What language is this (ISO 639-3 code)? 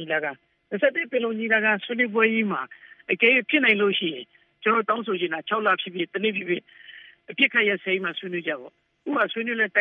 mya